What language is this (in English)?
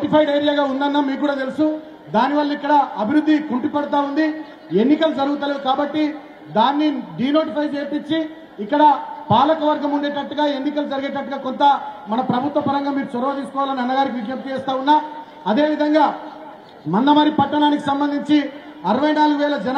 Telugu